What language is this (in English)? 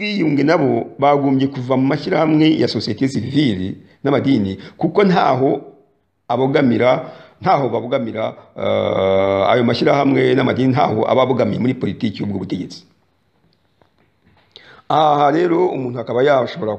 Kinyarwanda